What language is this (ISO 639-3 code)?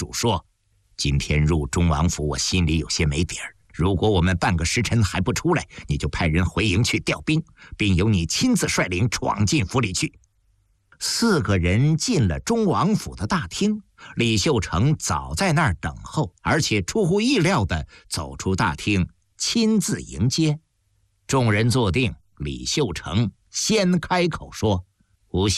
zho